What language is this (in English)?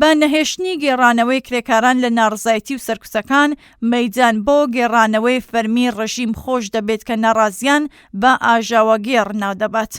Central Kurdish